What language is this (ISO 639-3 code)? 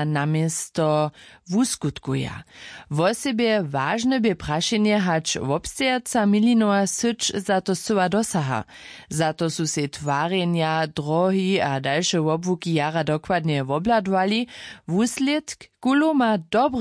hsb